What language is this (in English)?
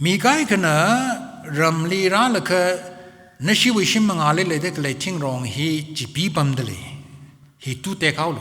Tangkhul Naga (India)